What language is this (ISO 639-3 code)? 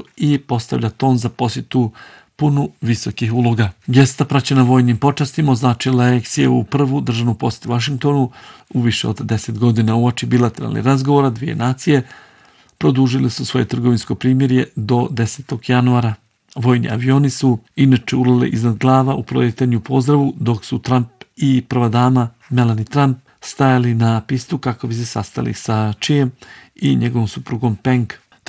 bos